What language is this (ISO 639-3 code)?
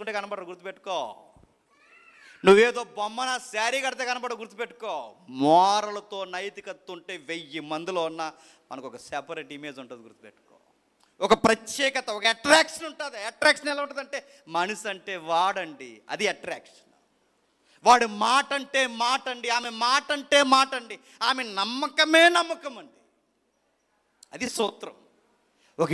tel